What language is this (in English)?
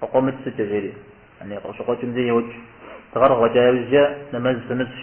Kabardian